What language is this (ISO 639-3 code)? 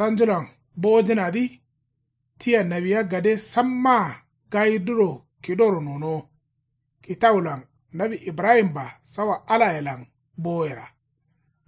kau